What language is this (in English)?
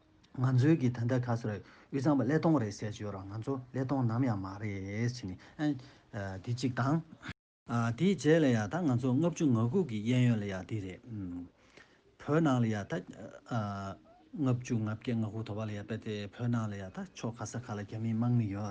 Tibetan